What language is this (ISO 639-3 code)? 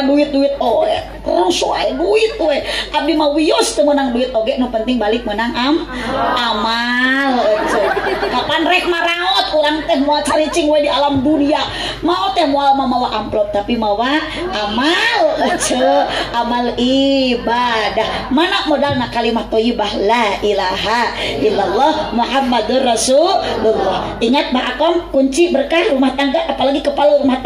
sun